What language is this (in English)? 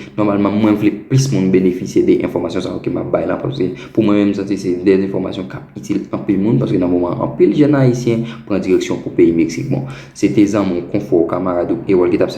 Haitian Creole